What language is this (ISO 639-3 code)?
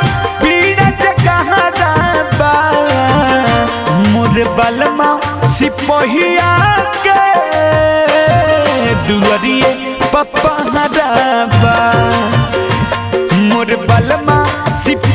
bho